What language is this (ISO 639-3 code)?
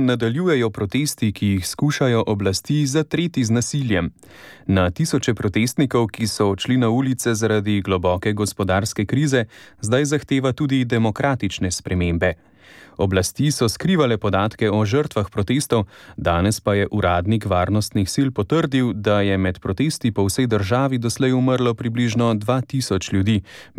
slv